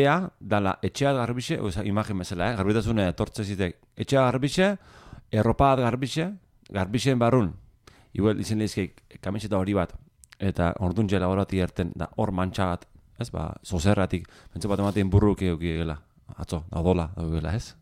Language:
Basque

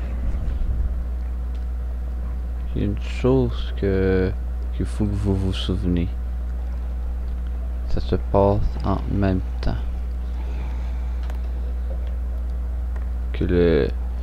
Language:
French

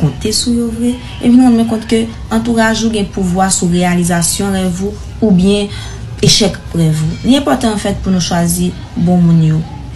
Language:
Haitian Creole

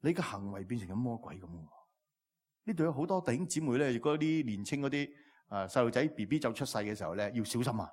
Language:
Cantonese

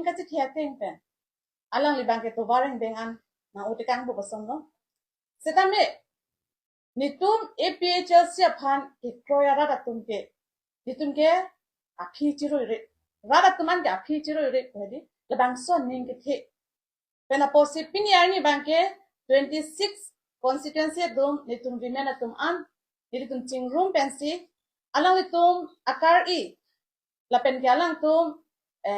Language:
Karbi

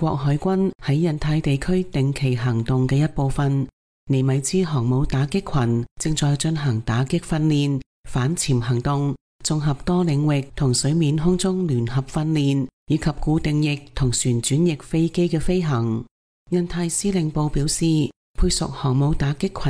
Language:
Cantonese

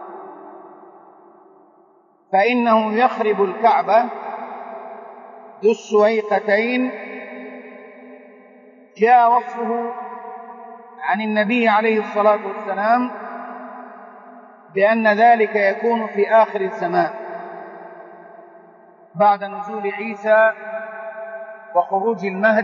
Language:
Arabic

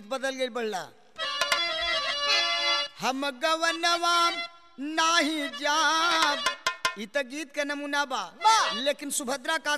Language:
Bhojpuri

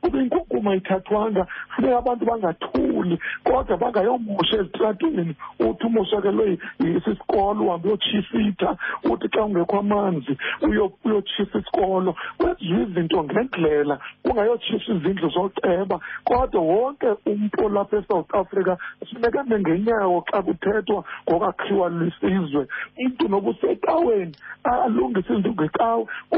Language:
Xhosa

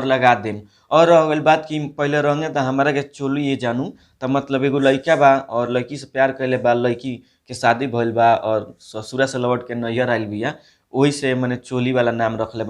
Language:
Bhojpuri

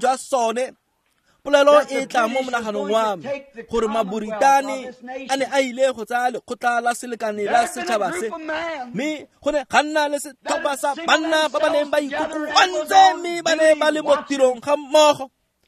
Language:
Tswana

